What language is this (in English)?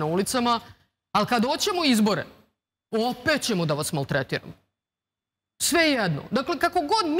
Serbian